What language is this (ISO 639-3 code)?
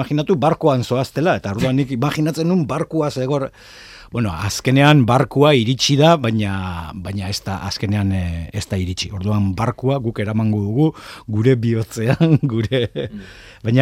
eus